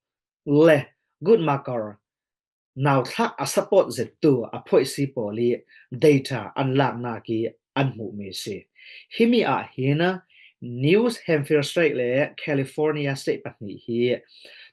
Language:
Falam Chin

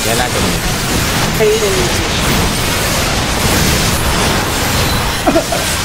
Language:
Thai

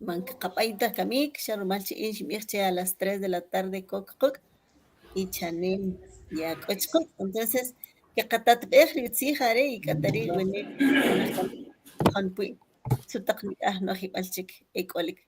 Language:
Kʼicheʼ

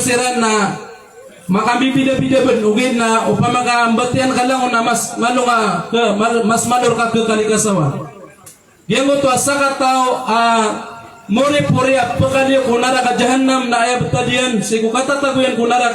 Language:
Maranao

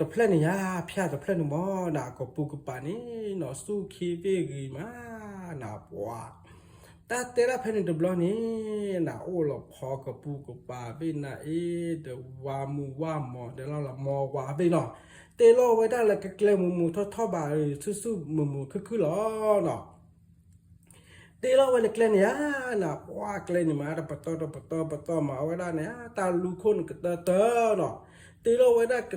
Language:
S'gaw Karen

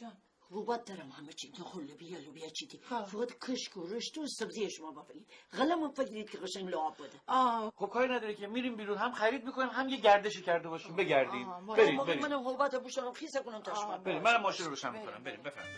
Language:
Gilaki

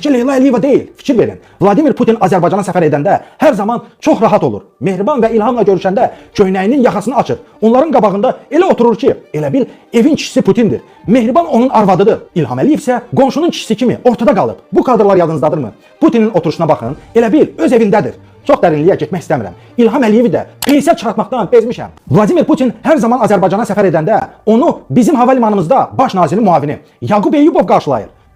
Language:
Azerbaijani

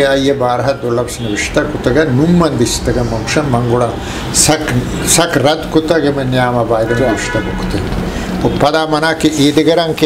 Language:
Eastern Balochi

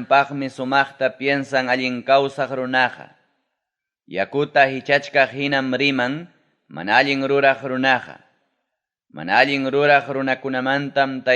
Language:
Ayacucho Quechua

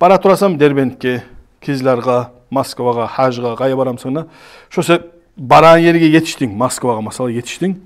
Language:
Kumyk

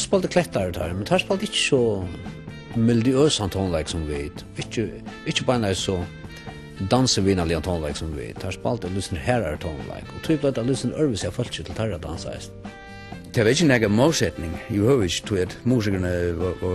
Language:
Faroese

